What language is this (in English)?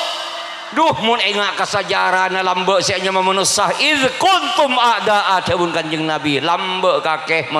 Madurese